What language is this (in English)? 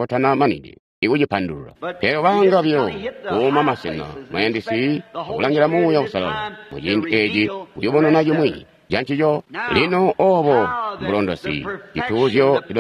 Tonga (Zambia)